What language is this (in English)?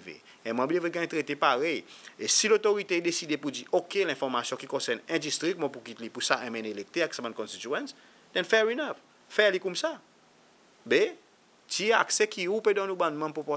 Seselwa Creole French